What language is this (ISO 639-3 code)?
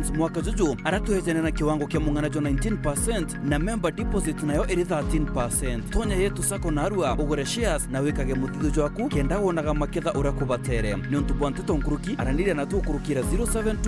mer